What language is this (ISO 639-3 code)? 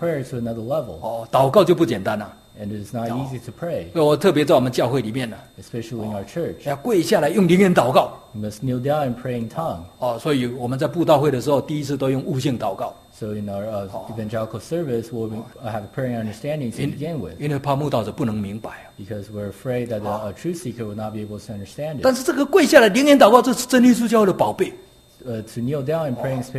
zho